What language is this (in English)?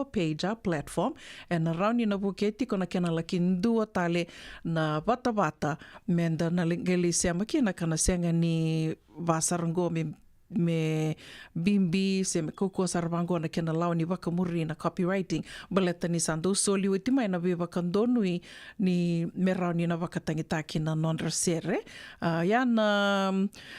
Fijian